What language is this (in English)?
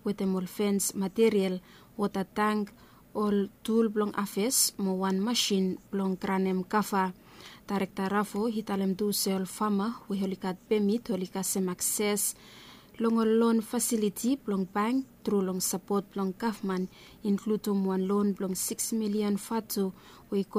Bislama